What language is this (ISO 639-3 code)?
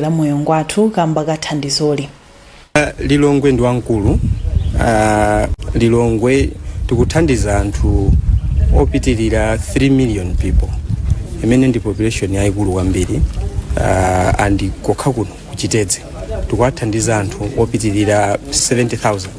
nya